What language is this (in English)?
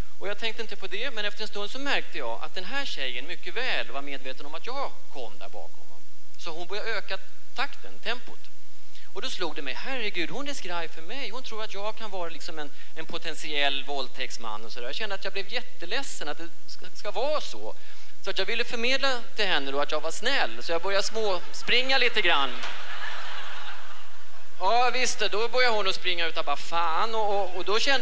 Swedish